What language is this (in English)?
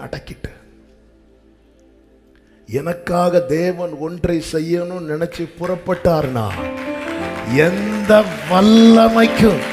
Tamil